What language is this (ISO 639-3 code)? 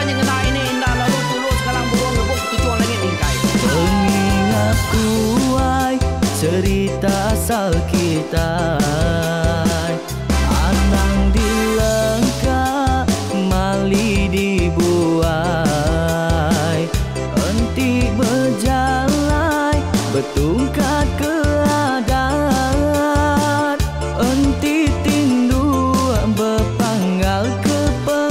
iba